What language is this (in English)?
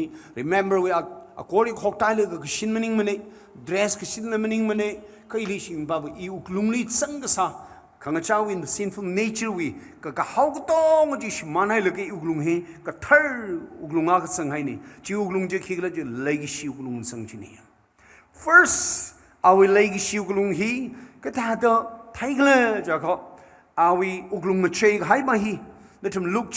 Tangkhul Naga (India)